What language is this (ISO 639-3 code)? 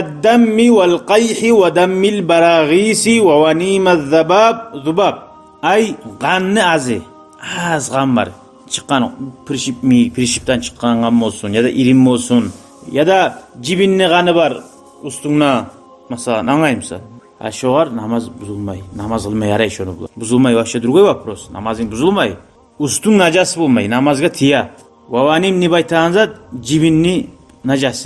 kum